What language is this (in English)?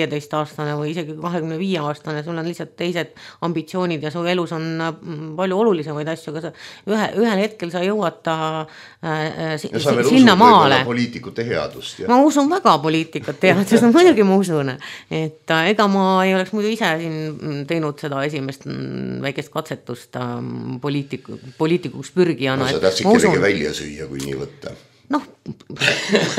Estonian